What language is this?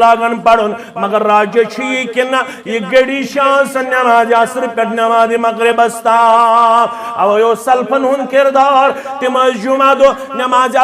Kashmiri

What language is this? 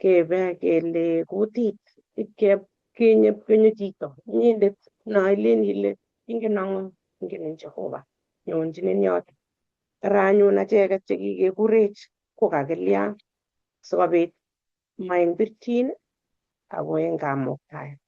Kalenjin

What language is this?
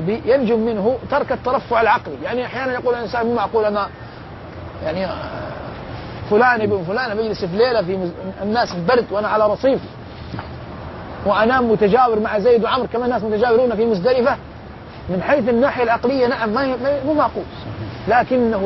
Arabic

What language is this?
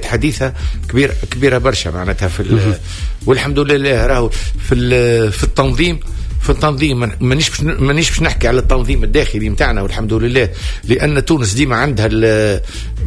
Tunisian Arabic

